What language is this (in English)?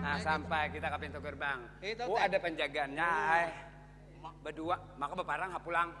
Banjar